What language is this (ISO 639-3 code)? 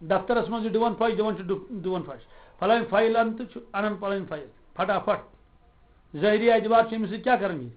kas